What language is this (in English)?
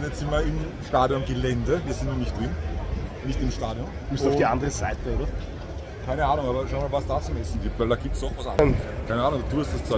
Bavarian